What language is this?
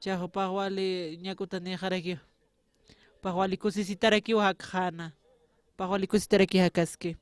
Aymara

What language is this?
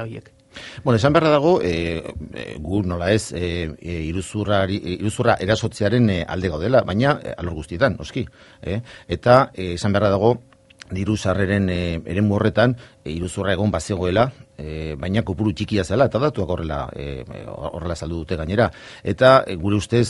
Basque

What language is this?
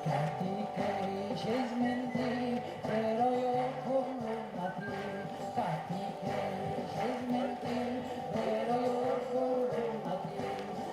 Occitan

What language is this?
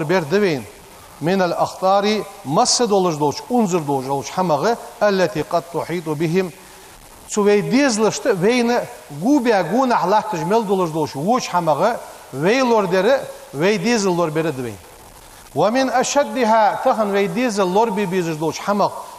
Ingush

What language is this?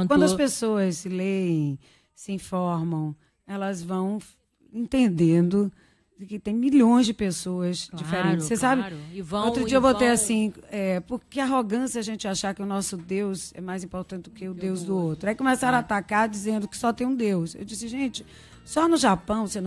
Portuguese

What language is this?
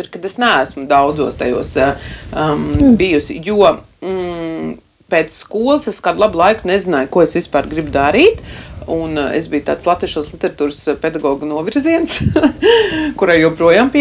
Latvian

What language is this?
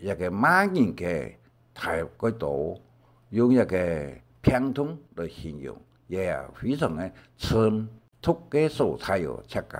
Hakka Chinese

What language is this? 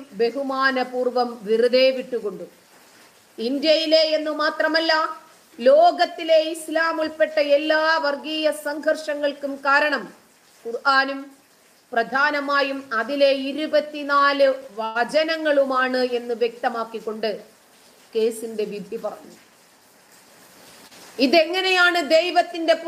Malayalam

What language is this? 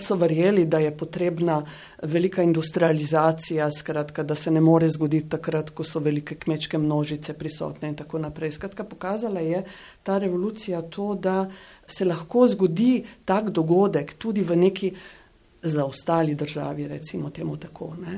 Slovenian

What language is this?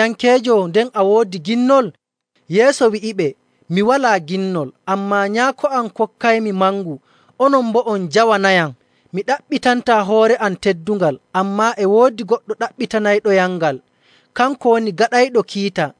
Nigerian Fulfulde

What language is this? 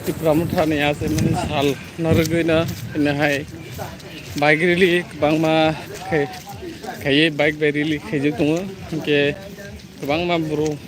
Kok Borok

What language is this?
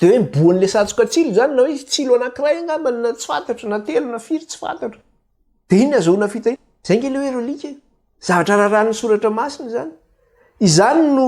Malagasy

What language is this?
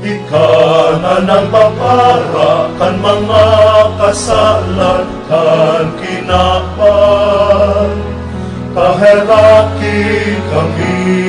Bikol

